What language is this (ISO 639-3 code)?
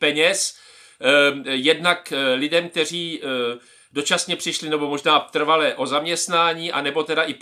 ces